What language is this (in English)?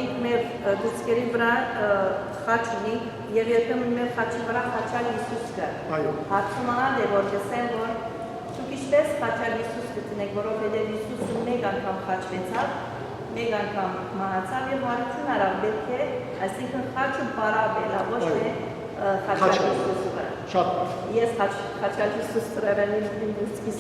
Western Armenian